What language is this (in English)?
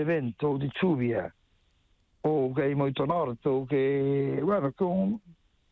Galician